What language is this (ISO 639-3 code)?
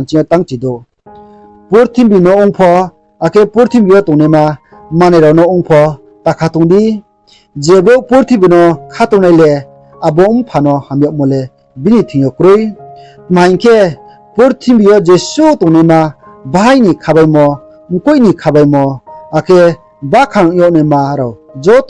ria